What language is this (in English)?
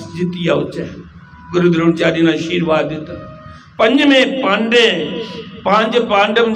Dogri